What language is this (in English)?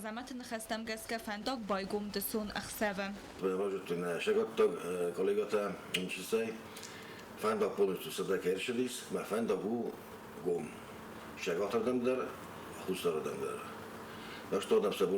Ossetic